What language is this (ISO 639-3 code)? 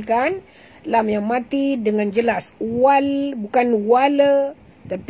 msa